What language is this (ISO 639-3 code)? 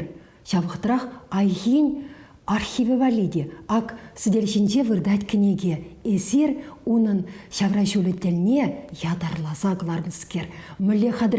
chv